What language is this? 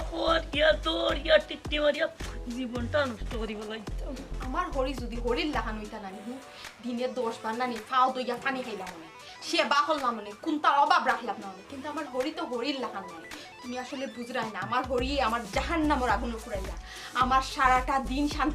Sylheti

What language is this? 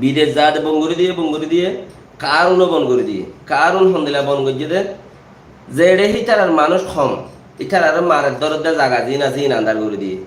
Rohingya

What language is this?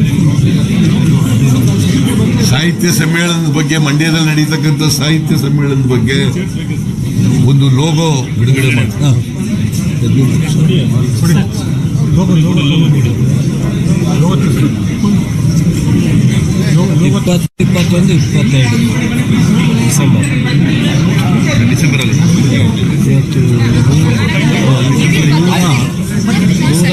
Kannada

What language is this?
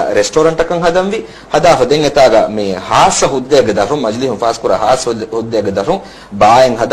Divehi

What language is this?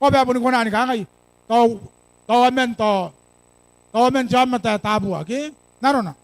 Gilbertese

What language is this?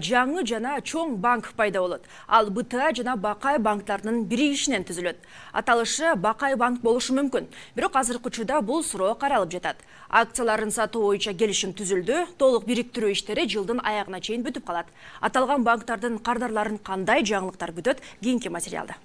Kyrgyz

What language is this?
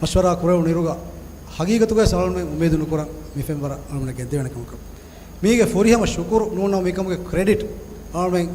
Divehi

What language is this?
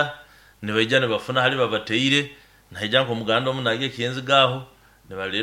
Nyoro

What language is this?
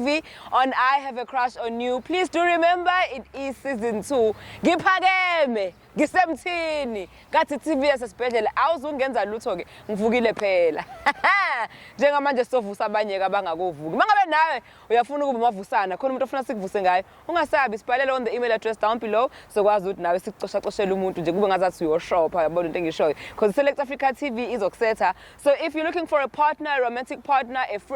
Zulu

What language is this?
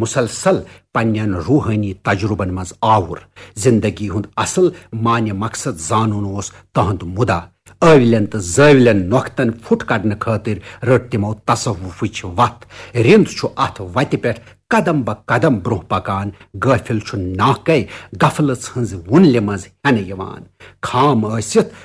Kashmiri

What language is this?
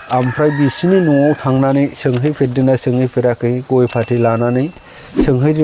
Bodo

